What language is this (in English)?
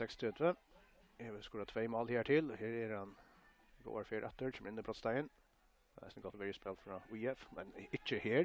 Faroese